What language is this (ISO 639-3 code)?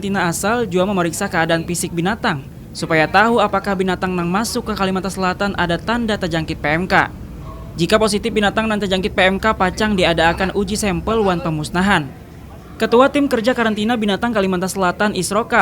bjn